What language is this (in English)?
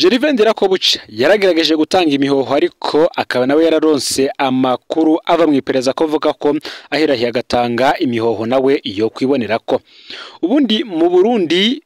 Rundi